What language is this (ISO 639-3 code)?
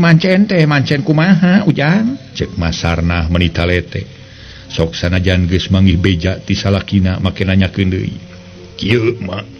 sun